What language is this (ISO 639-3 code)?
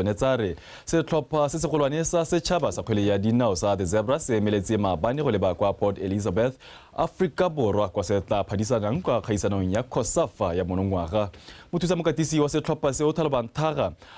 tsn